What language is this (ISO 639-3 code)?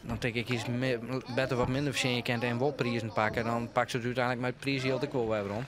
fry